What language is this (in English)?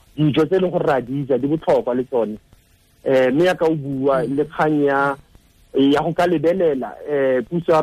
Tswana